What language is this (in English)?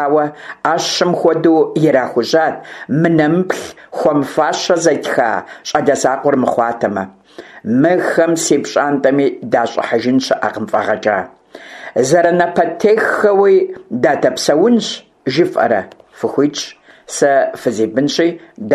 Kabardian